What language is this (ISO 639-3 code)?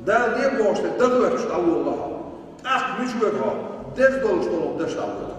che